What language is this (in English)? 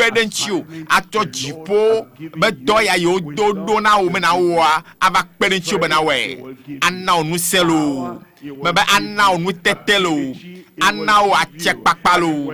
Ewe